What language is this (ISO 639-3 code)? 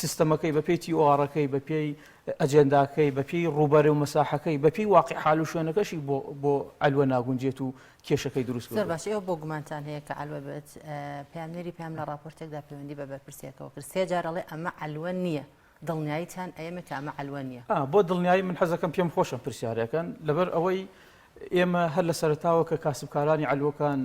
ckb